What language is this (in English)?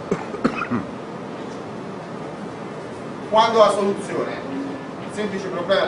Italian